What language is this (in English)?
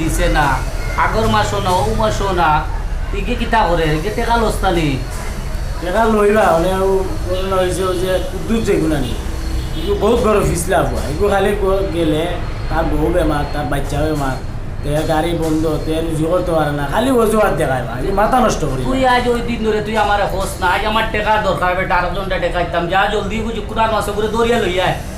Sylheti